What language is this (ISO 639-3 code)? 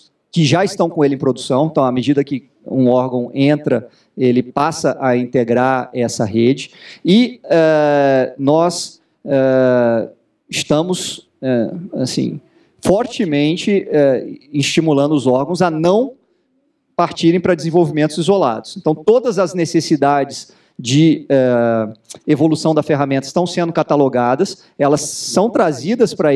por